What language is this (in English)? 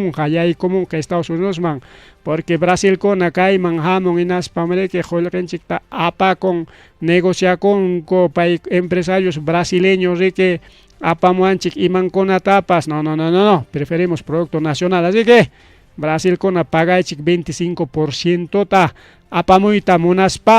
Ayacucho Quechua